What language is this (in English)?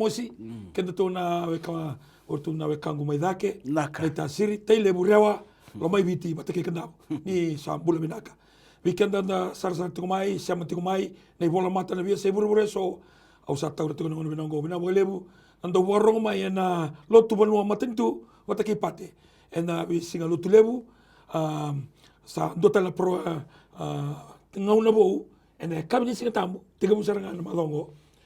Fijian